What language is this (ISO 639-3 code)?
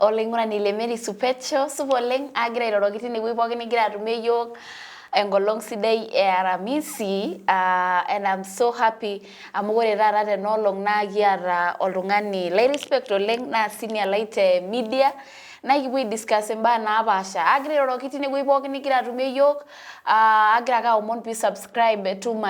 mas